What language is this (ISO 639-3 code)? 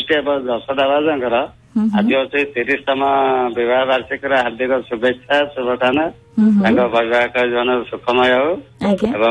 ori